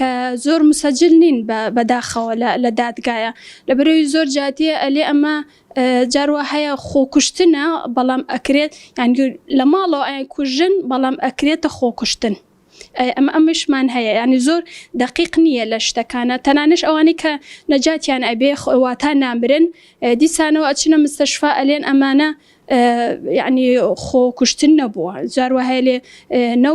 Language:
Central Kurdish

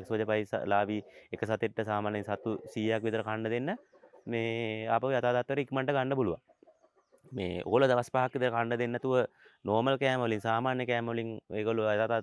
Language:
Sinhala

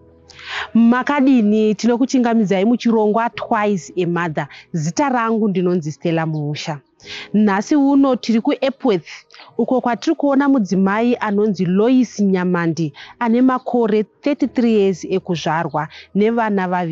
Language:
Shona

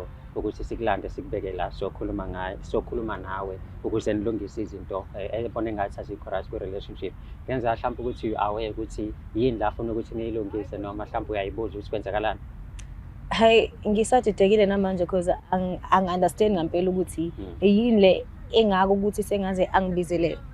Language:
Zulu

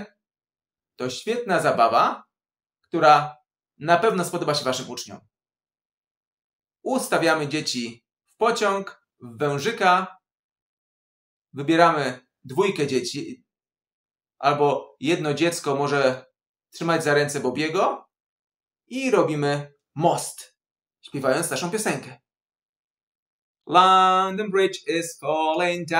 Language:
Polish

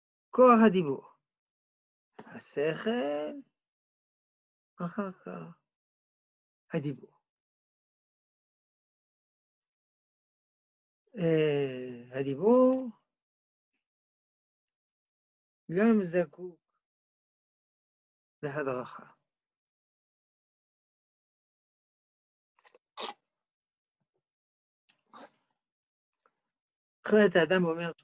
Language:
Hebrew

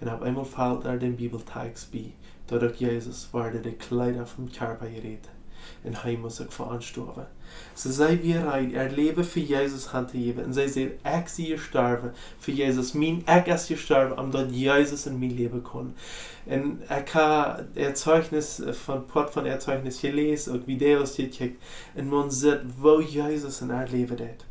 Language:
Plautdietsch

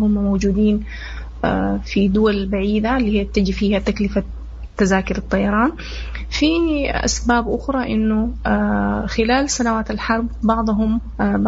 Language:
Sudanese Arabic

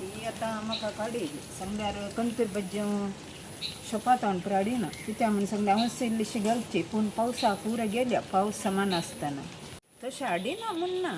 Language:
Konkani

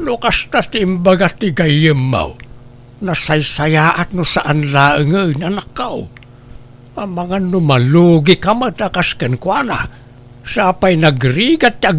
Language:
Iloko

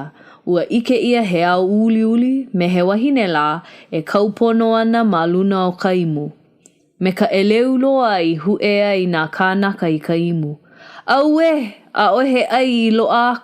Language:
Hawaiian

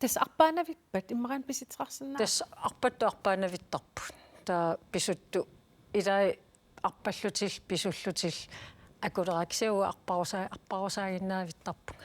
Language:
Kalaallisut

